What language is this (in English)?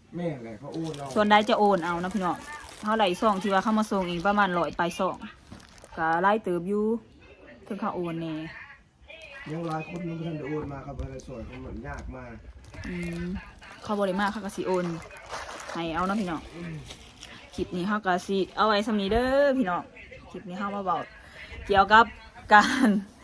Lao